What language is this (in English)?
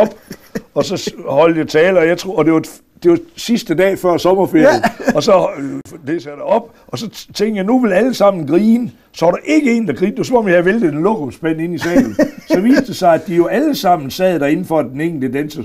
Danish